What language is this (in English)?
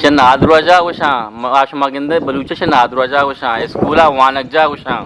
Eastern Balochi